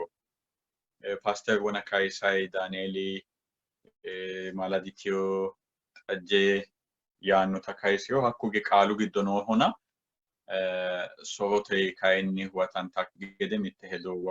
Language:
Sidamo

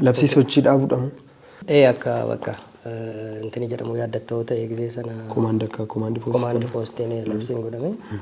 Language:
Oromo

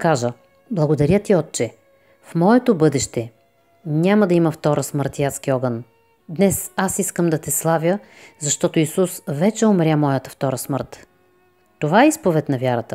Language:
Bulgarian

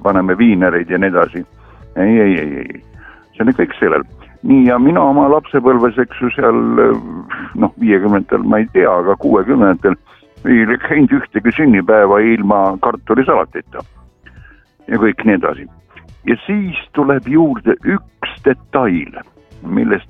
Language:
Estonian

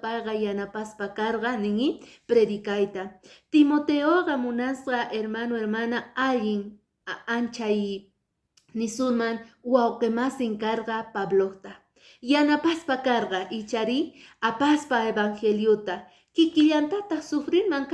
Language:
Quechua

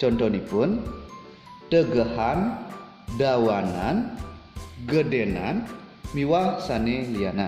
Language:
Balinese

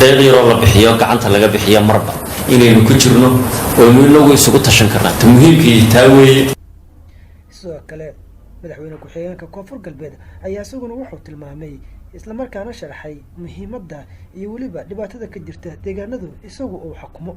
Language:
Somali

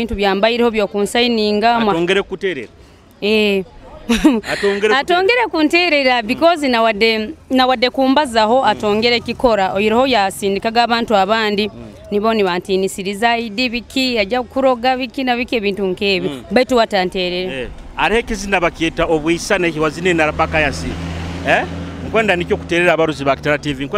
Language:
Nyoro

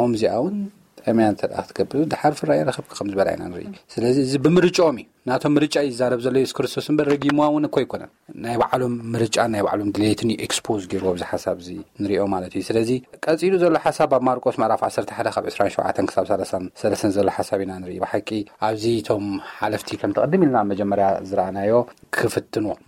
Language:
Tigrinya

